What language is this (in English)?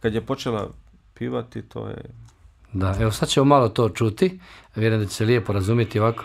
Bosnian